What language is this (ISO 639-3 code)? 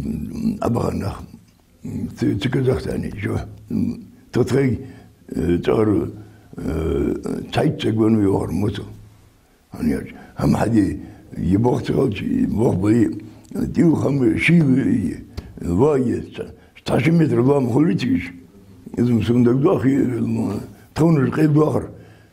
inh